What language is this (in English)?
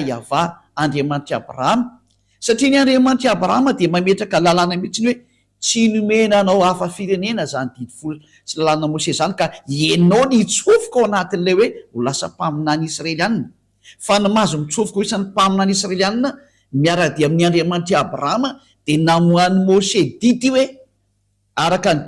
Malagasy